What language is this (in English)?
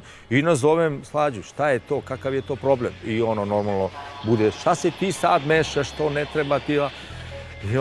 Serbian